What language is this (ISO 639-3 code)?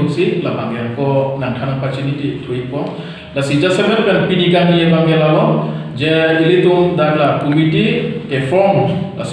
mjw